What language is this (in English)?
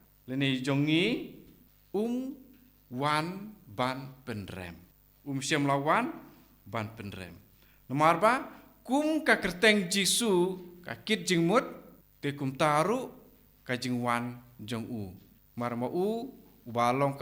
Khasi